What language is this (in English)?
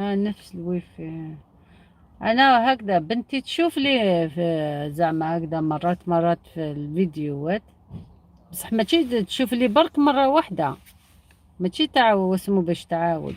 Algerian Arabic